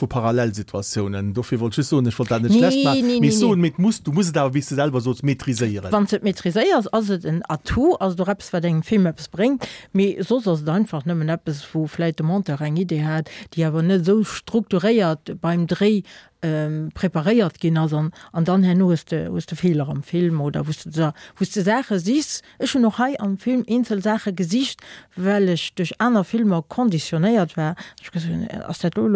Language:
Luxembourgish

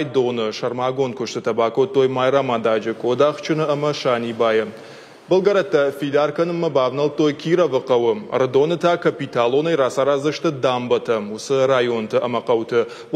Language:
Ossetic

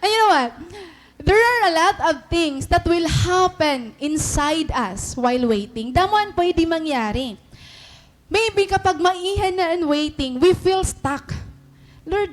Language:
Waray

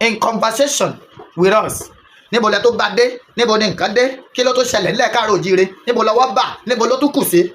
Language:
Yoruba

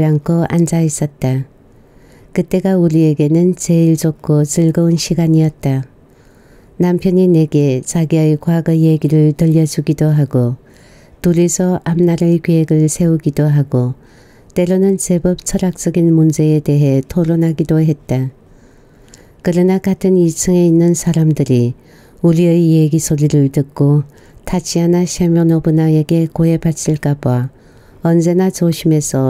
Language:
Korean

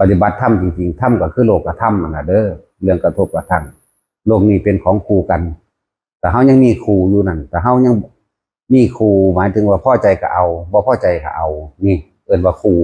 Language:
Northeastern Thai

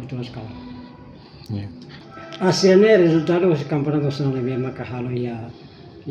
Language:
Tetum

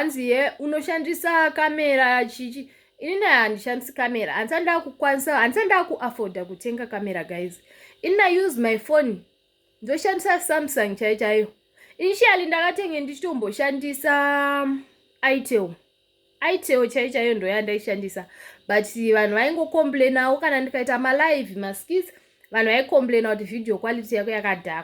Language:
Shona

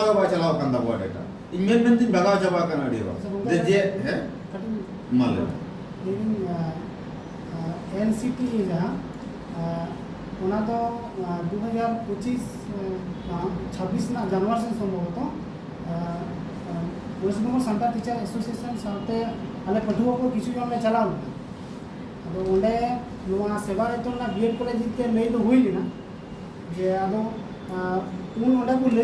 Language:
Santali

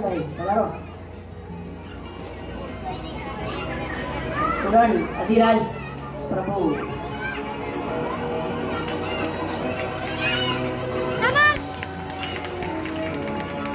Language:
Gujarati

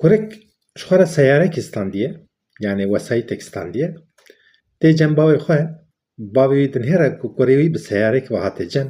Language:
Kurdish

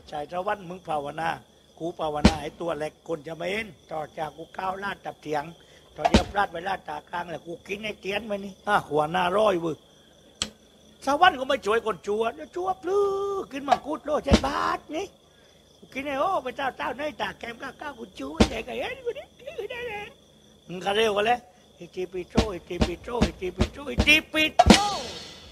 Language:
Thai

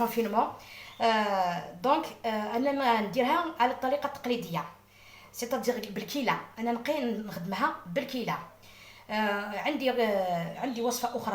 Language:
Algerian Arabic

